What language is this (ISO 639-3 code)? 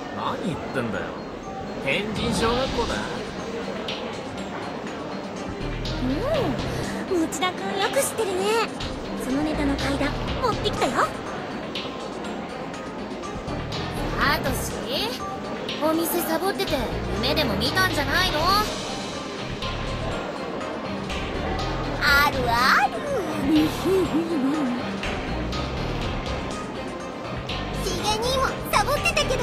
jpn